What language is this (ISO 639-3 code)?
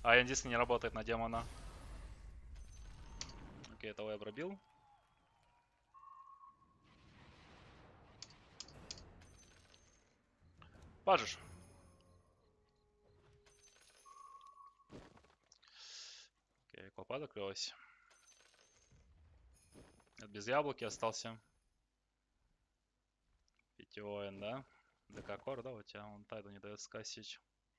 rus